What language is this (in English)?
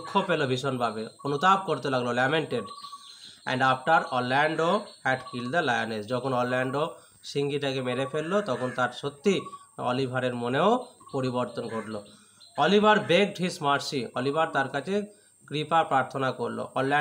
Bangla